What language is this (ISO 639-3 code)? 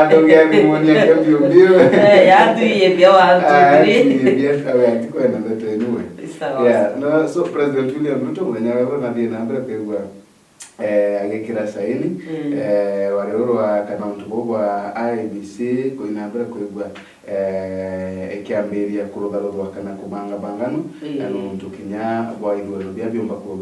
mer